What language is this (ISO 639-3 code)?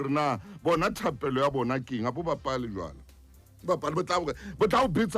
sot